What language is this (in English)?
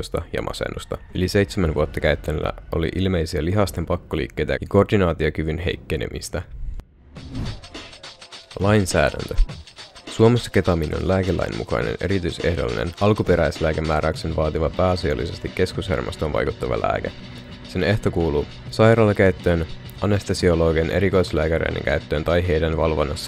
Finnish